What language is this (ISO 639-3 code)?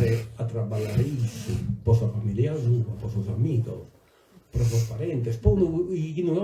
srd